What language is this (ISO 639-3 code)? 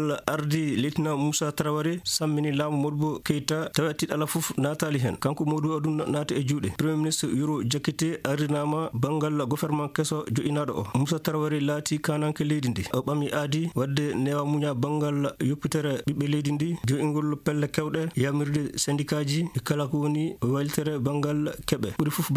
ful